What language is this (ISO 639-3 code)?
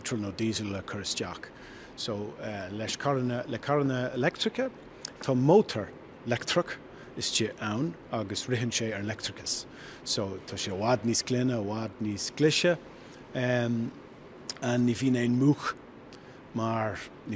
gle